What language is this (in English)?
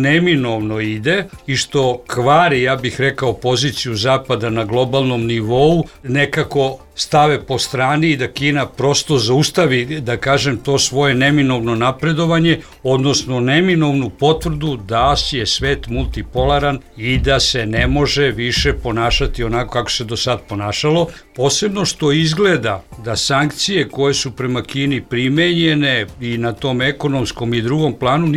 Serbian